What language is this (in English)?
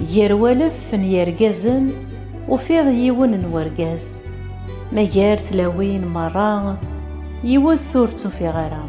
Kabyle